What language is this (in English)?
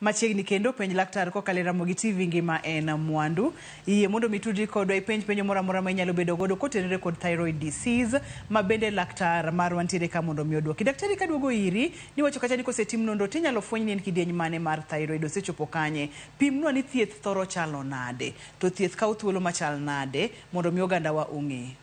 Luo (Kenya and Tanzania)